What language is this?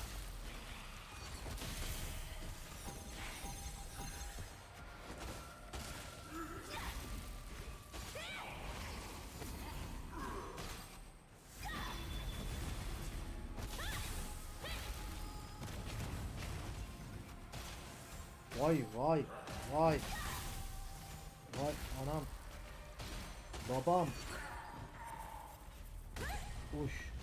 Turkish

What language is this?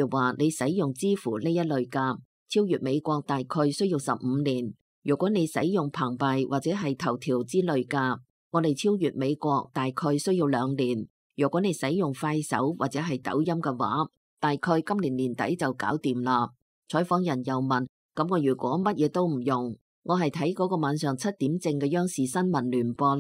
Cantonese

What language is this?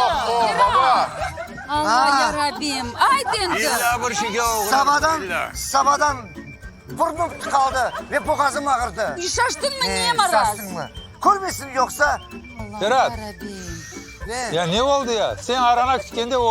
Crimean Tatar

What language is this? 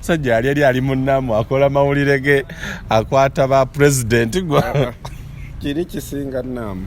Ganda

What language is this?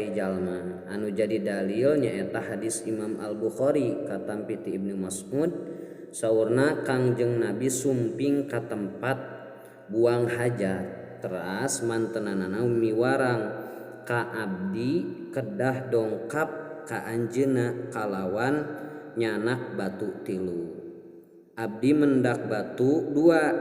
Sundanese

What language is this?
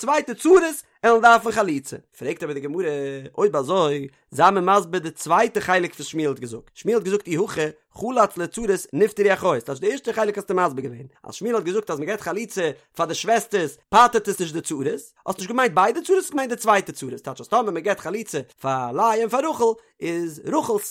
Yiddish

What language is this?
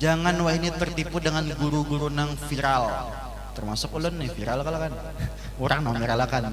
Banjar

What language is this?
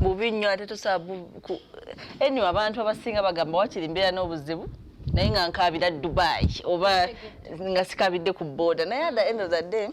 Ganda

